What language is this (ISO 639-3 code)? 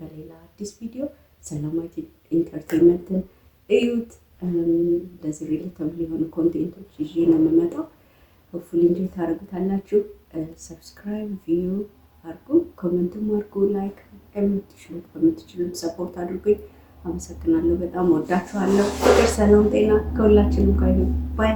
amh